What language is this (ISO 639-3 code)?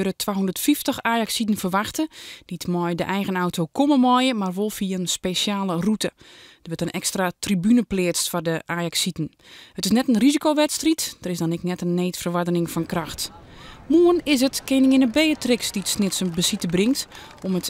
fry